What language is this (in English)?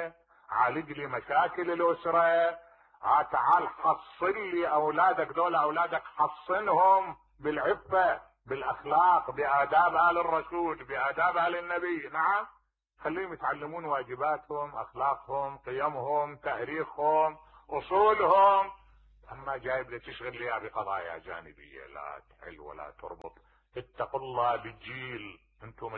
Mesopotamian Arabic